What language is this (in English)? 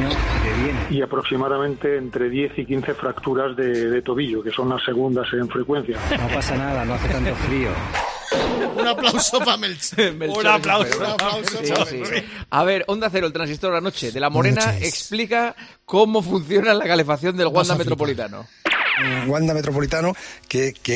Spanish